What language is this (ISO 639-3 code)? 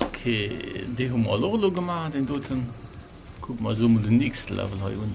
ltz